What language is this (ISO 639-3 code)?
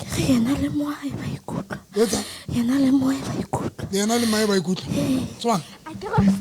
sot